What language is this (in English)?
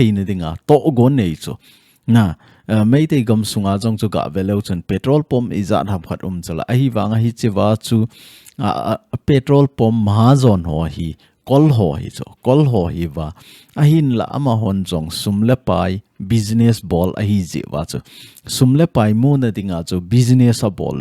Thado Chin